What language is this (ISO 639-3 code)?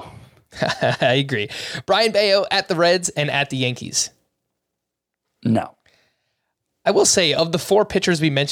eng